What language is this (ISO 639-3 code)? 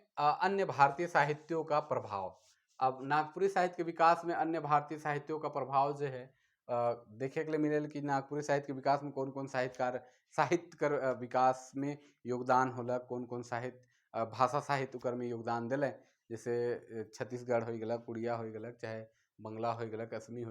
sck